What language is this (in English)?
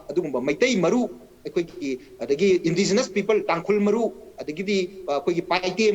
Manipuri